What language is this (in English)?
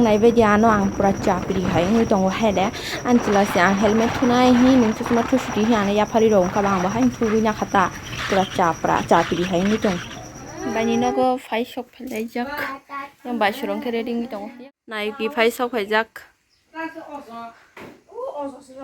Kok Borok